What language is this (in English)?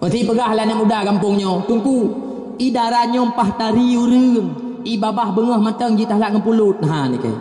Achinese